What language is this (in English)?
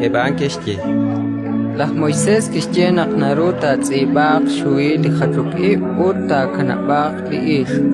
Kekchí